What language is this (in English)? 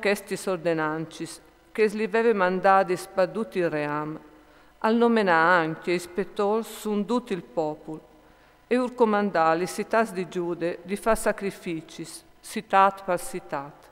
Friulian